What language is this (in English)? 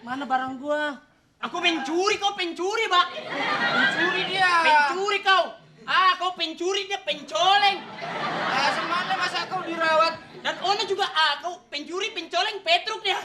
Betawi